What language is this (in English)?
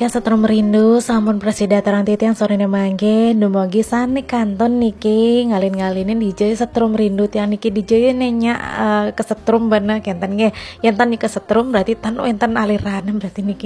Balinese